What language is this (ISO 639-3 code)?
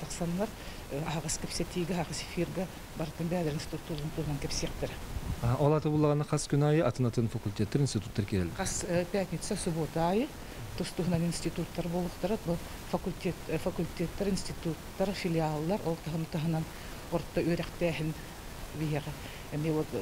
sah